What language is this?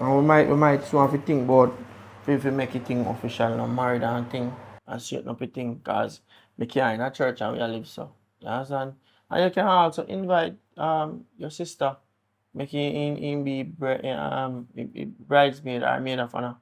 Jamaican Creole English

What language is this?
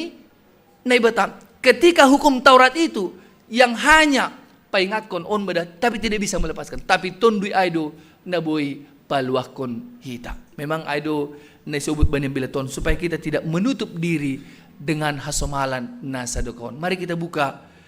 Batak Simalungun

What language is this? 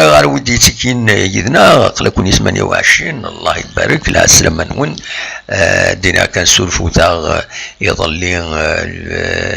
Kabyle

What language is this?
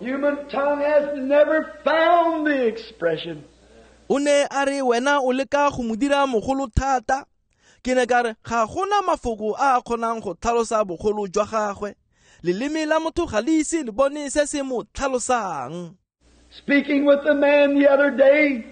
Tswana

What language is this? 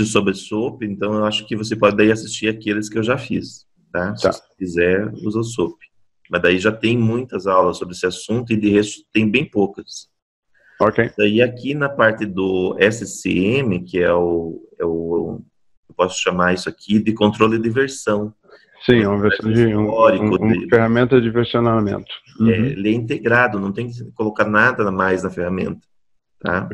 Portuguese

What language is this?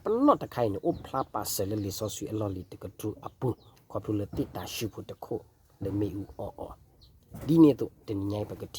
S'gaw Karen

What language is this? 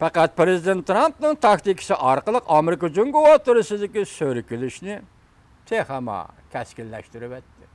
Uyghur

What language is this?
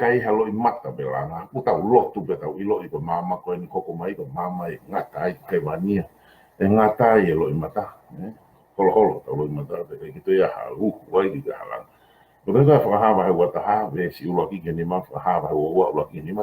Tongan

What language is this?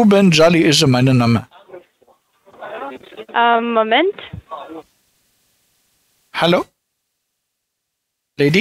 German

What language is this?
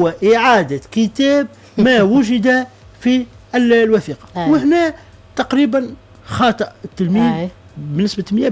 Tunisian Arabic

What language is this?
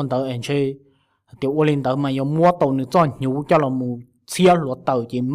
Hmong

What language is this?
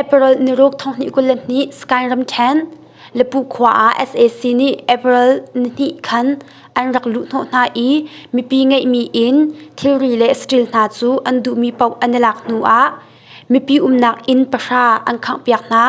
Hakha Chin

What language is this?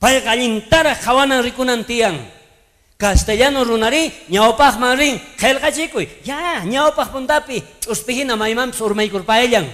South Bolivian Quechua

